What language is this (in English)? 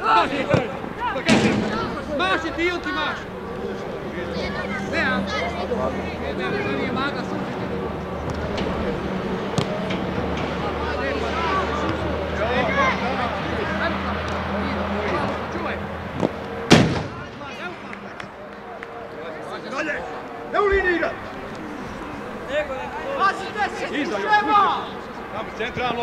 Croatian